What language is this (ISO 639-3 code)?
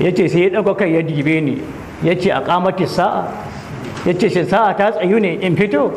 hau